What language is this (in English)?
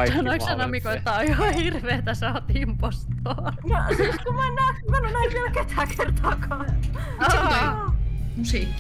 Finnish